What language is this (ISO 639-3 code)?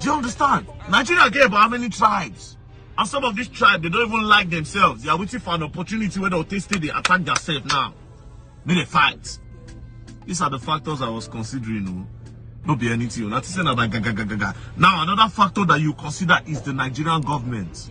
pcm